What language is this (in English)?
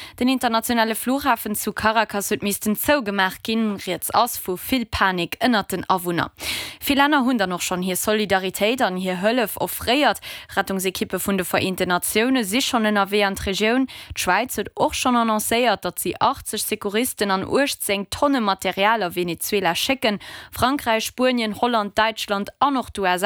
Luxembourgish